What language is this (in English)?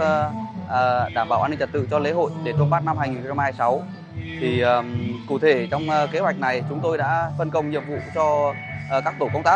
Vietnamese